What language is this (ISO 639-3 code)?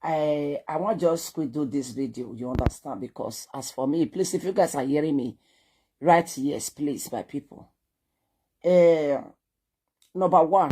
pcm